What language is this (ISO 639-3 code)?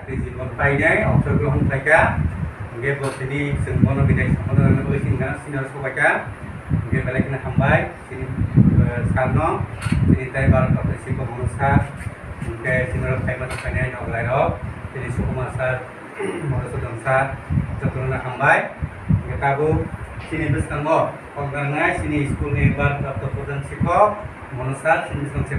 trp